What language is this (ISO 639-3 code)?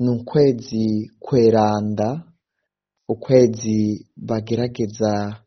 run